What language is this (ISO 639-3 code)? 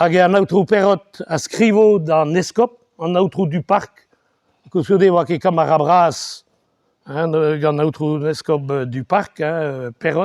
bre